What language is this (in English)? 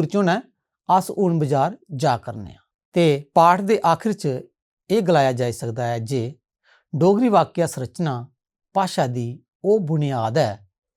Dogri